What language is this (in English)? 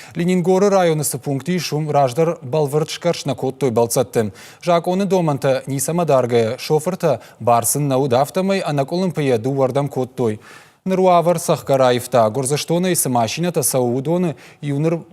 Ossetic